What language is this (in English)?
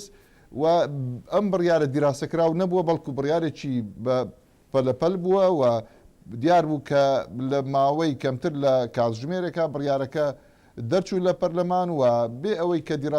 Central Kurdish